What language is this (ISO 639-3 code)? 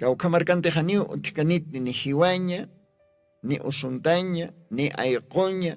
aym